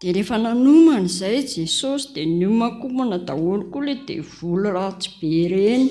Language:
Malagasy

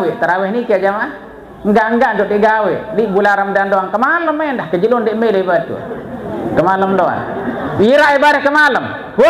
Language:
Sasak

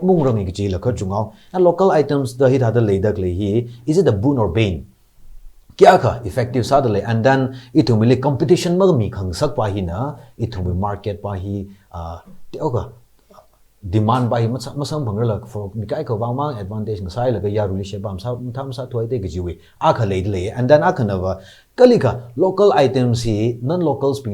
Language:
Tangkhul Naga (India)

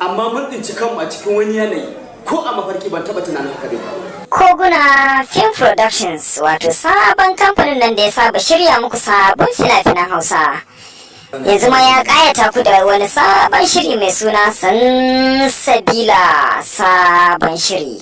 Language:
Hausa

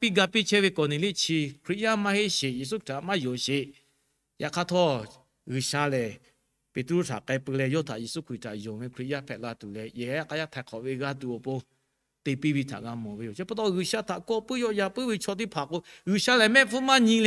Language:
Lahu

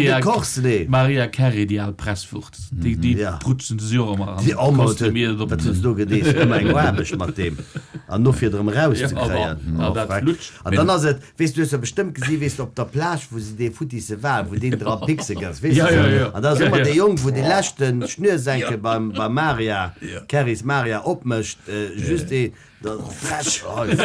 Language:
Luxembourgish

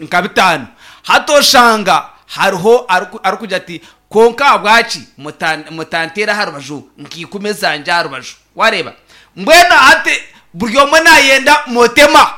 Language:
Nyankole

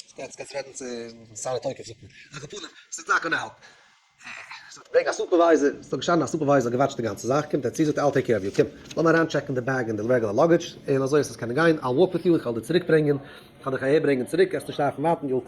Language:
Yiddish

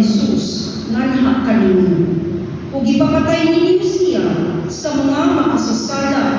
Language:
Cebuano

